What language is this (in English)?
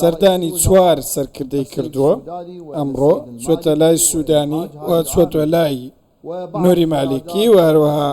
Central Kurdish